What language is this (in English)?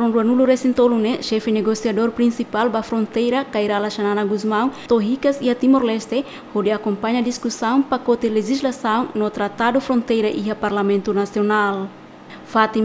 Tetum